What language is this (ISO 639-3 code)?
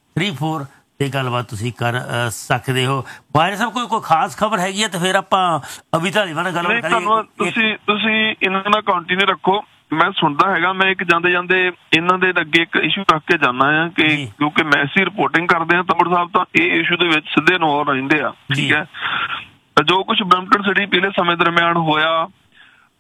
pan